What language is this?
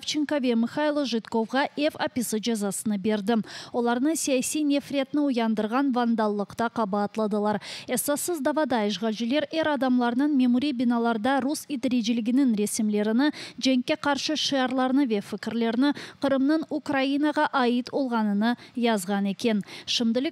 Crimean Tatar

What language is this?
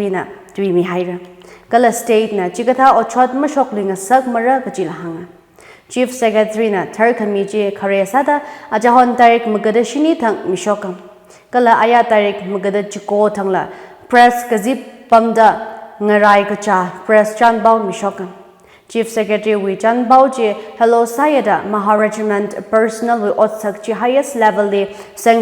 Tangkhul Naga (India)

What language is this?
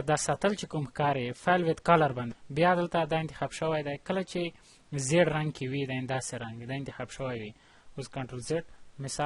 Pashto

